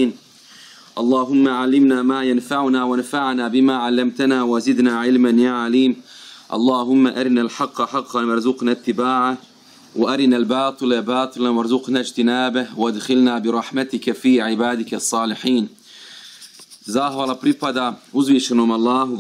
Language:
Bosnian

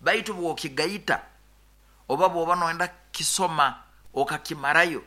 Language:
Nyoro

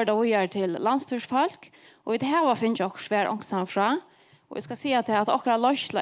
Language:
Faroese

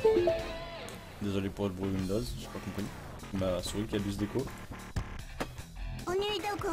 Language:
French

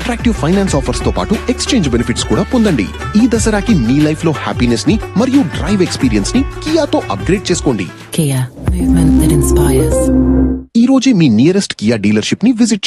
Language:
Telugu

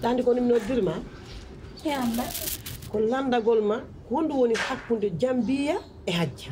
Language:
Pular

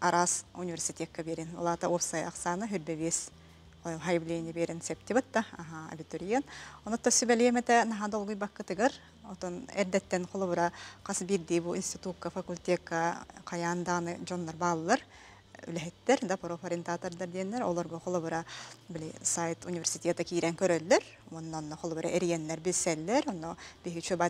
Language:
Yakut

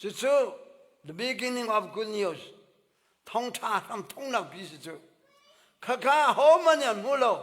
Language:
Hakha Chin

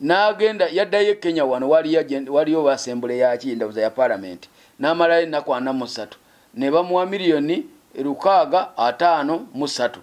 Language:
Ganda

